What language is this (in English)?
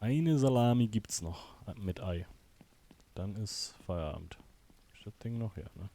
Swiss German